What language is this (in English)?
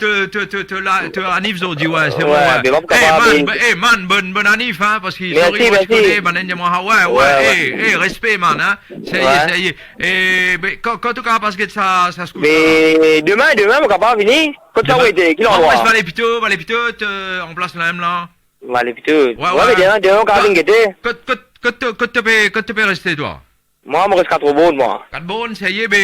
Morisyen